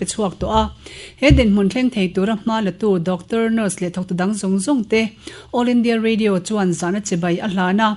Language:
Mizo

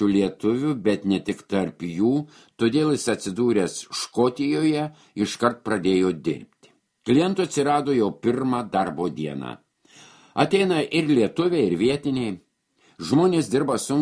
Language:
Lithuanian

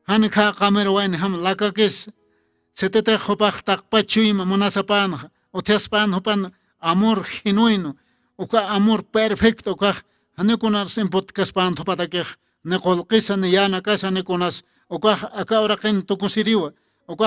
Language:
Aymara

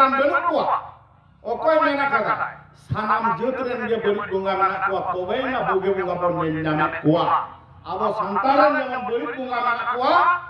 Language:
Santali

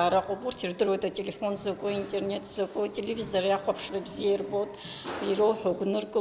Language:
Abkhazian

